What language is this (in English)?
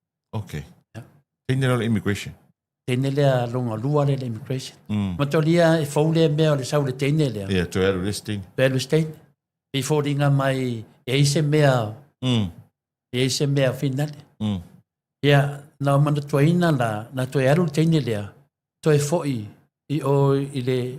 Samoan